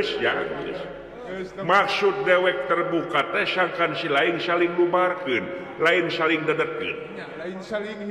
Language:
Sundanese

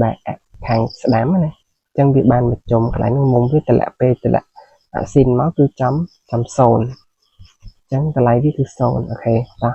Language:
Khmer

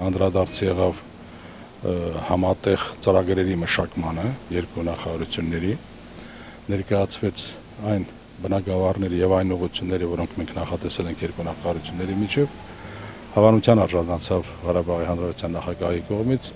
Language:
Armenian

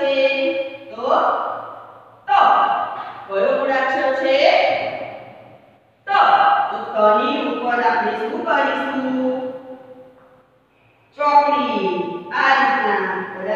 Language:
Gujarati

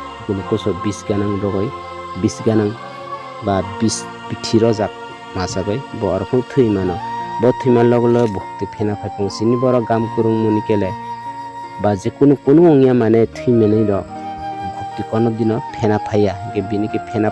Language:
Kok Borok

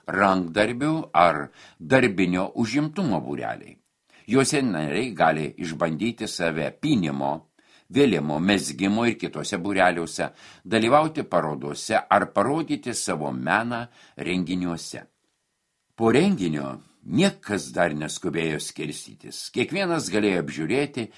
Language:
Lithuanian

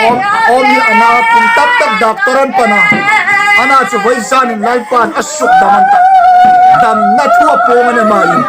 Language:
Hmar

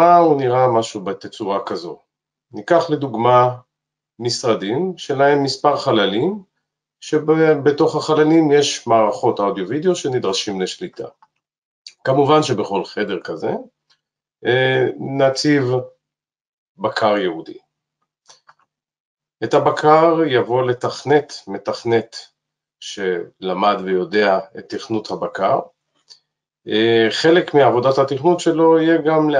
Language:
Hebrew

